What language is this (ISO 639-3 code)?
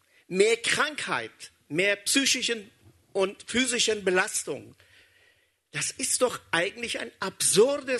deu